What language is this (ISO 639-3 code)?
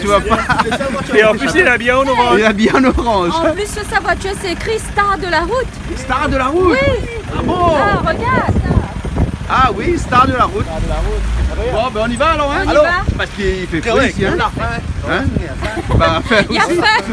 rcf